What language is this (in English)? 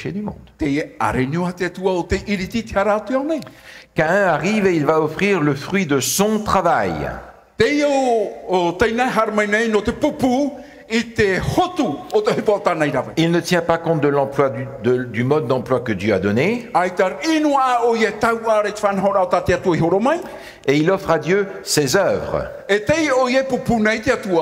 Tahitian